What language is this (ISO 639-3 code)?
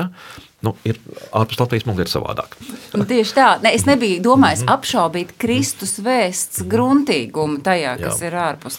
lav